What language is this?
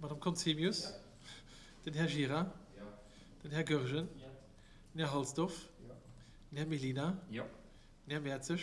Luxembourgish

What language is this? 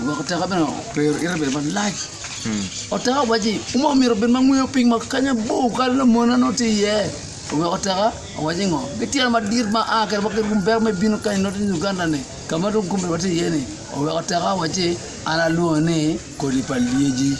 Acoli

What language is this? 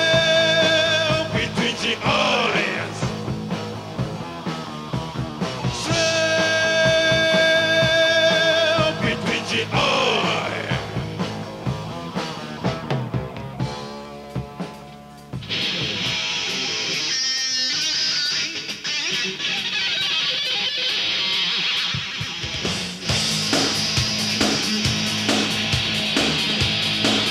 Japanese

